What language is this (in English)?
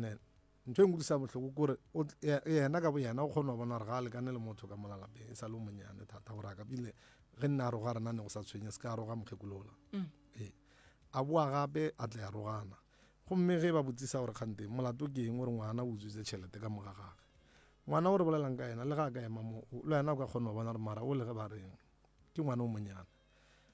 Northern Sotho